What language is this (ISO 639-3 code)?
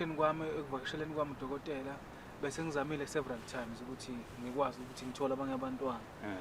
zul